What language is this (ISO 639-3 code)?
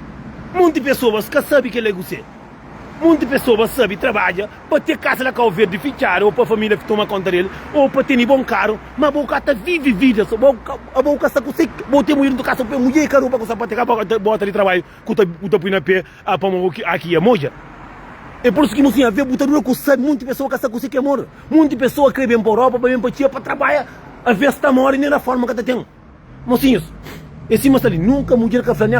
kea